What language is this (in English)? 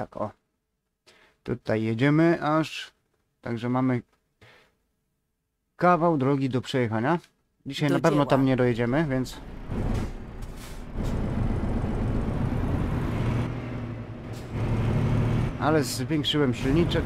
Polish